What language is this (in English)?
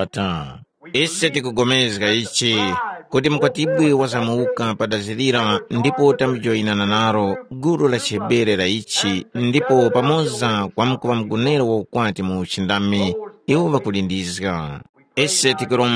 Tumbuka